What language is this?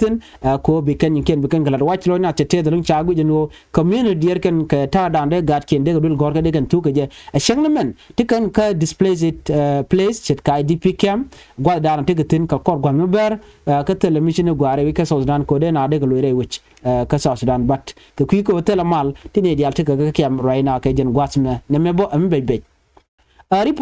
Nuer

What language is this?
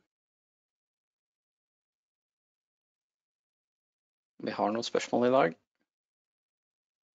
Norwegian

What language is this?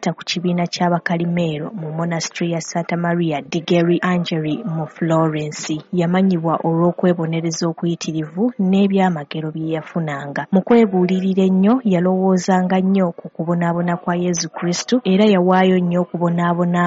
Ganda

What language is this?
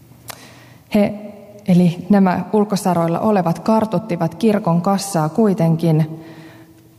Finnish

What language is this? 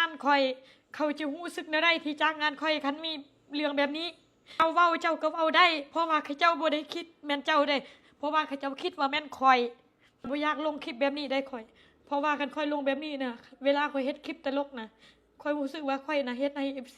Lao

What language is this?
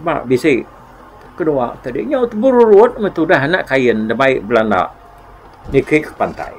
Iban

